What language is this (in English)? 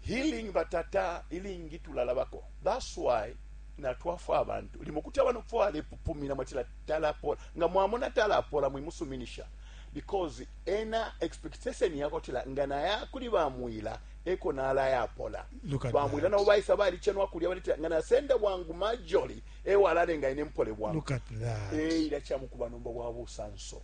Bemba